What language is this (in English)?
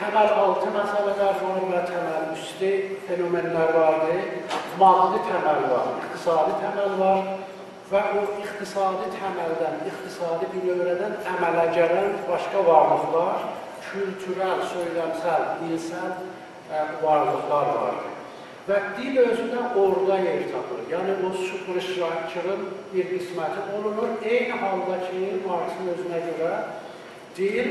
South Azerbaijani